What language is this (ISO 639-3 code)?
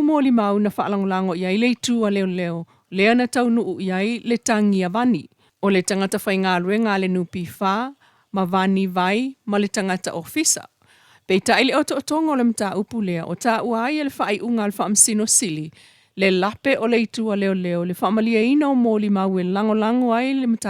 smo